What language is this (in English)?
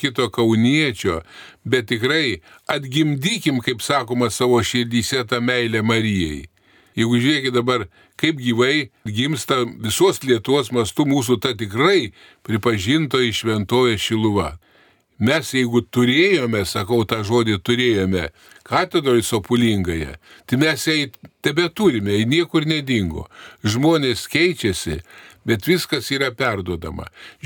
Lithuanian